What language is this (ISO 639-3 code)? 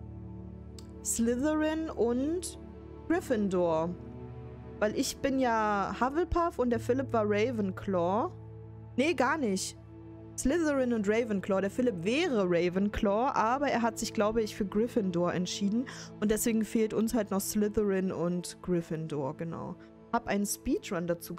deu